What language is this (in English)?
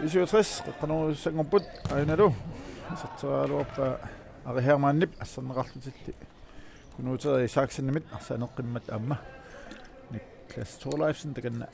Kalaallisut